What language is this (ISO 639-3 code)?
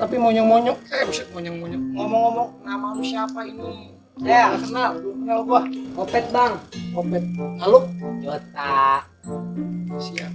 bew